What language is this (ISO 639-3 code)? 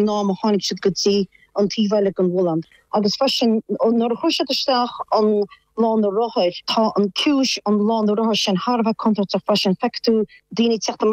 gle